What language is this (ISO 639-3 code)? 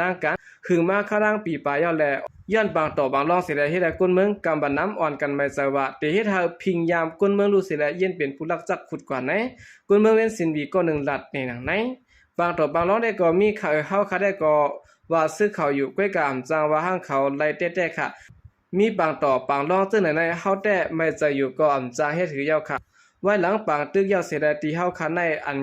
shn